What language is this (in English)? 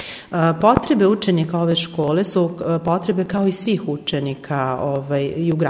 Serbian